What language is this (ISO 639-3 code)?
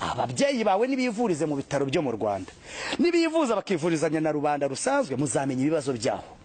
kin